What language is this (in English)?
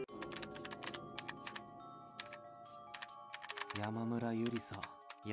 Japanese